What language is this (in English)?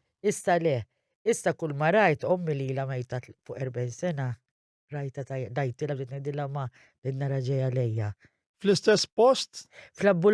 Maltese